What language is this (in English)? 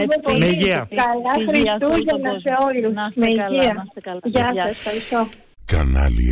Greek